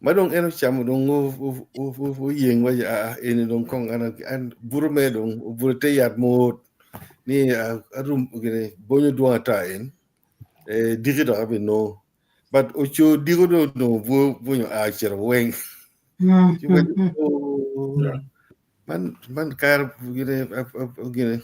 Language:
Acoli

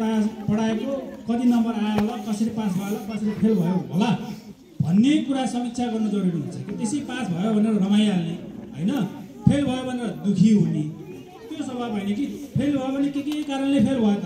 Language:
Nepali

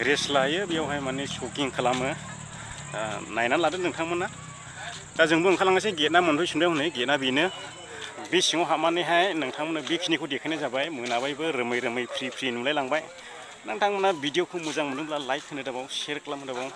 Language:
Bodo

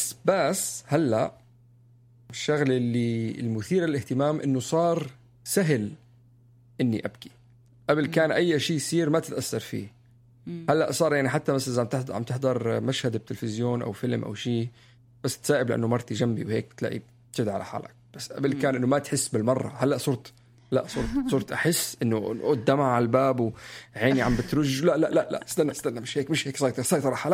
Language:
North Levantine Arabic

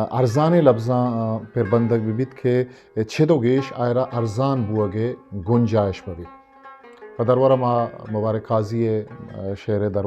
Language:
Eastern Balochi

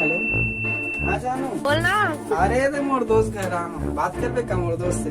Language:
Chhattisgarhi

